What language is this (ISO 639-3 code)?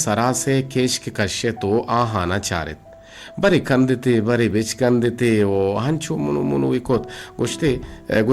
bgp